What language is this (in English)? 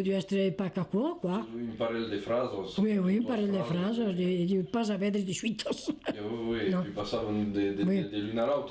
Occitan